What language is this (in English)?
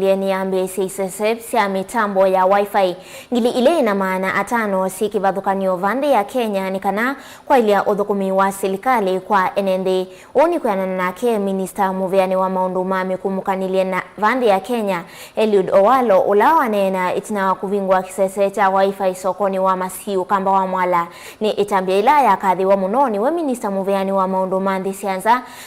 Kamba